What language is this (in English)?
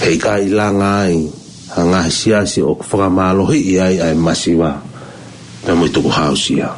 Tongan